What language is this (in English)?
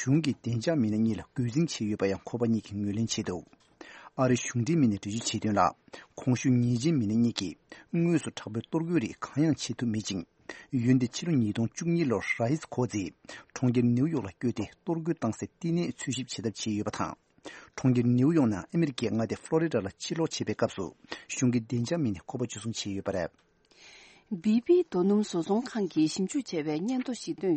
Tibetan